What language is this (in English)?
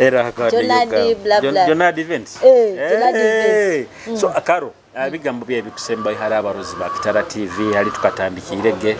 Nyoro